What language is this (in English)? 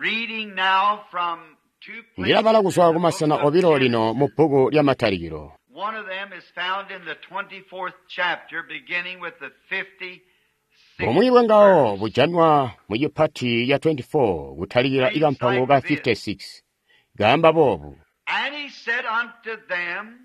Tonga (Zambia)